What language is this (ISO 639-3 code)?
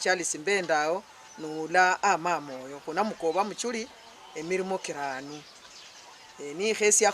luy